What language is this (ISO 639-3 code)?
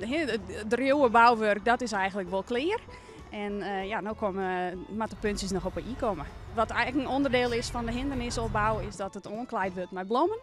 fry